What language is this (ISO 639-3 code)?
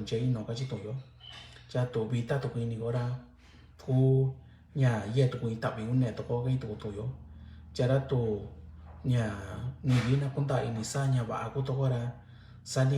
mix